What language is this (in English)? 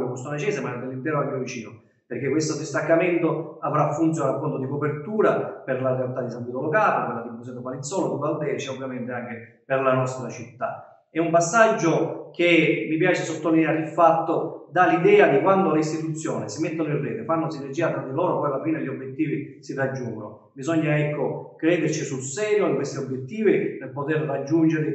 Italian